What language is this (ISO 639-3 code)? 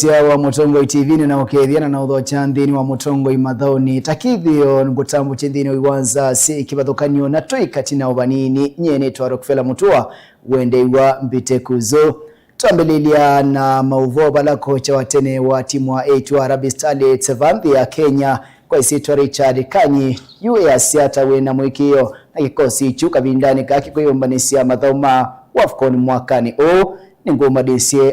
kam